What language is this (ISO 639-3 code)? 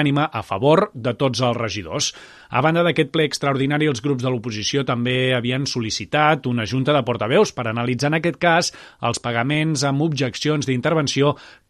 cat